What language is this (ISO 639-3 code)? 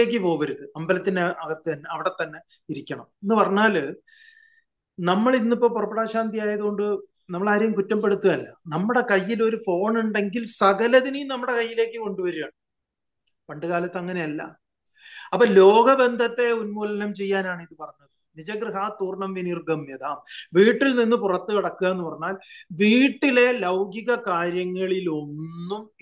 mal